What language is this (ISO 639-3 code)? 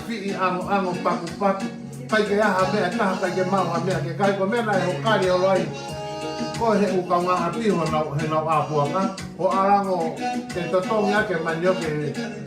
ton